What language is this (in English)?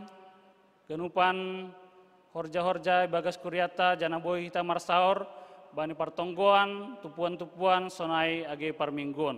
Batak Simalungun